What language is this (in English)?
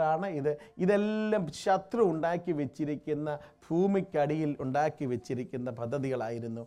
Malayalam